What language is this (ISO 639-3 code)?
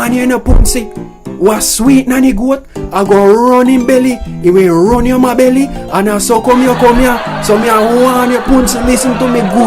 jam